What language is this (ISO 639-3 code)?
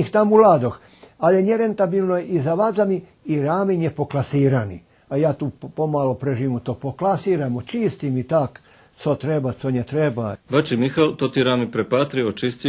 rue